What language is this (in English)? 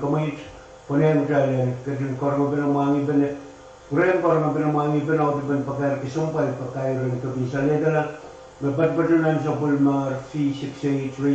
Pohnpeian